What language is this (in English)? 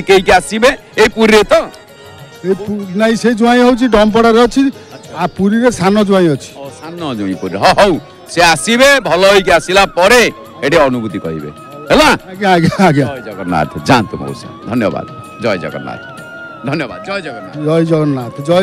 Odia